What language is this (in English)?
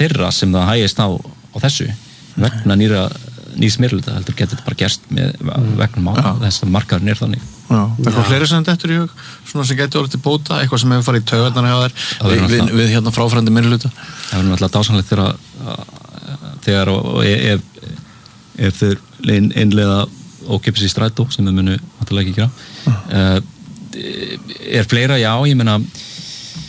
Icelandic